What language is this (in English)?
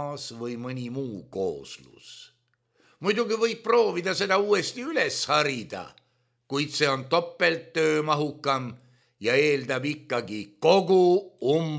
Estonian